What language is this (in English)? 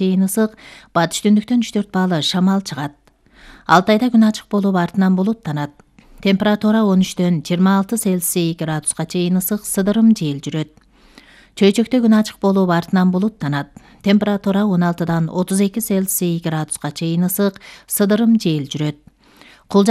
Kyrgyz